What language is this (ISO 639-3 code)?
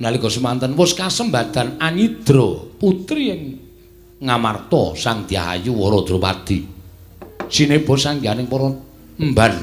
jav